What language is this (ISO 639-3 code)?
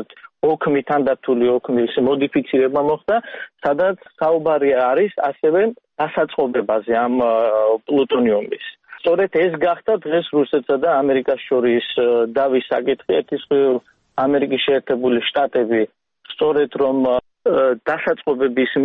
kat